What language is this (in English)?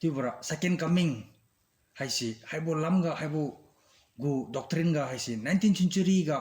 Liangmai Naga